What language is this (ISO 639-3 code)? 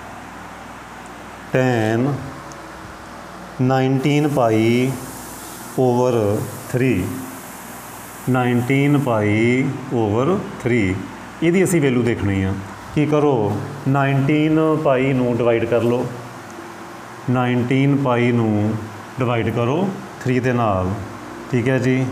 pan